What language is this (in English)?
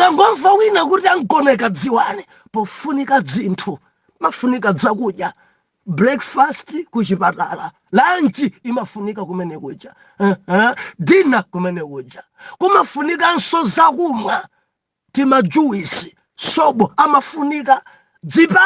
Nyanja